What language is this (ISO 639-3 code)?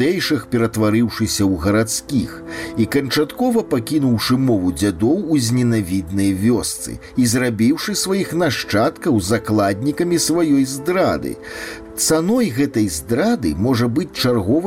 bel